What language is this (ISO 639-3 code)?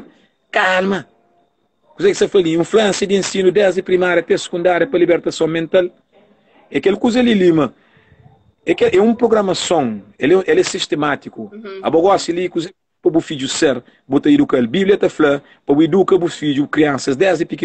kea